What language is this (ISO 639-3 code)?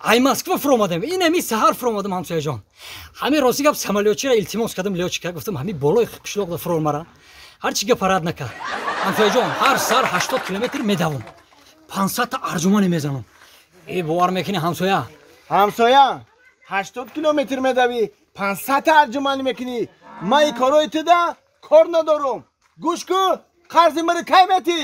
tgk